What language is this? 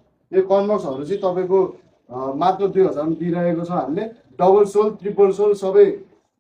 Nepali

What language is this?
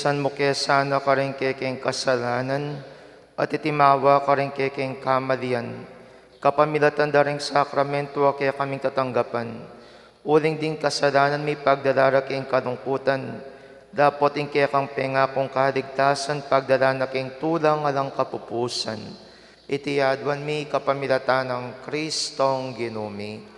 Pampanga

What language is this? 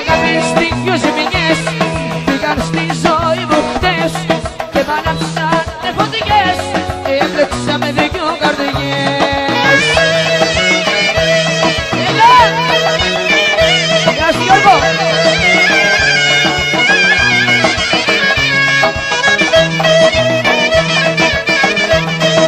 Greek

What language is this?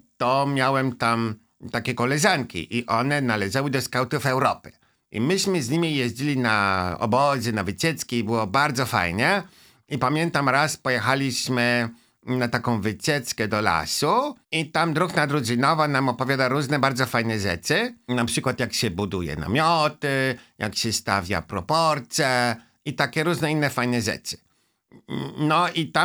Polish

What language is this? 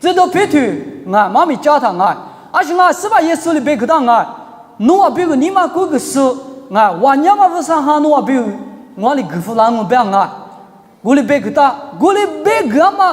Lisu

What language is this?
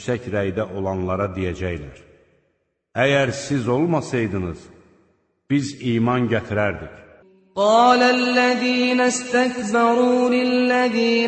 Azerbaijani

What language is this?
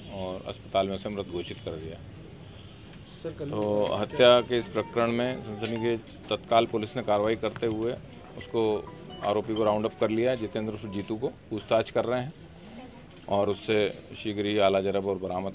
Hindi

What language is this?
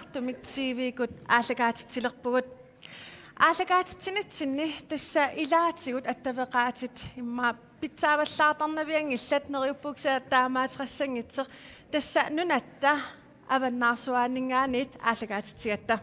Kalaallisut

